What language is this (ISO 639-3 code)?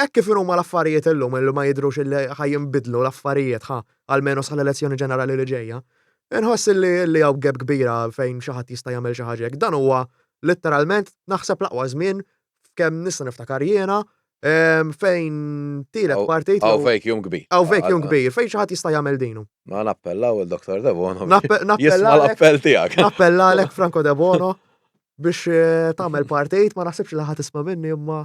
mlt